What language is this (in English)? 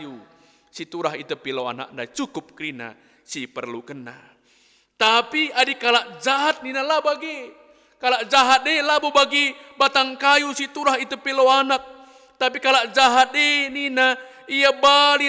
Batak Karo